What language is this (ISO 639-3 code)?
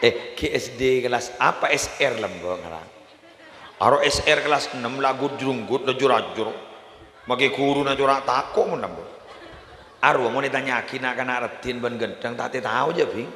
mad